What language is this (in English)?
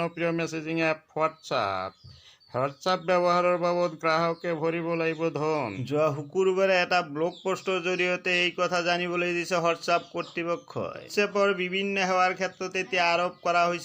Assamese